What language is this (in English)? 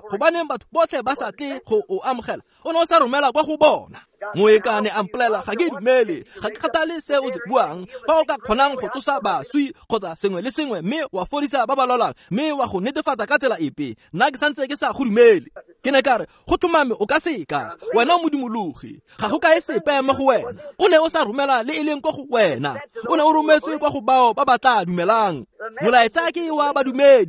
Tswana